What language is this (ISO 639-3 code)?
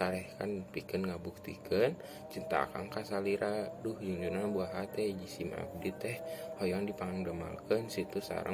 sun